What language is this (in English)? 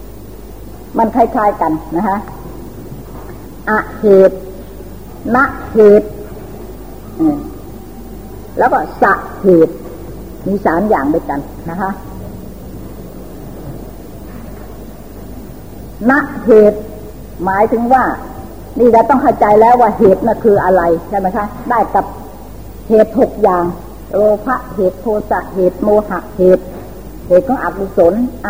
Thai